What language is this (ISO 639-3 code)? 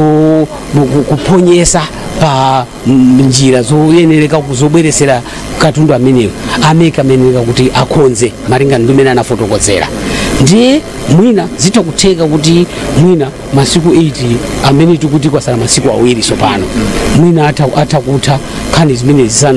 nya